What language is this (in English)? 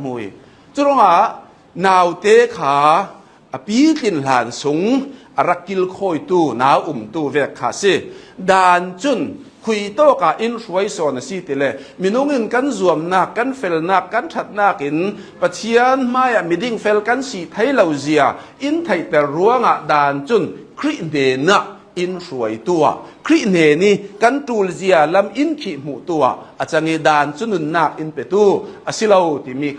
Hakha Chin